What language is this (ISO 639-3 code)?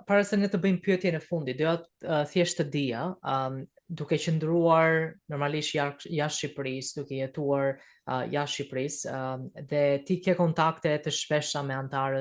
sqi